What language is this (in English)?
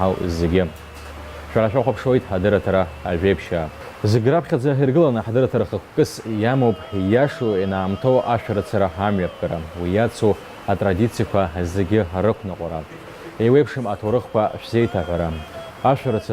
Abkhazian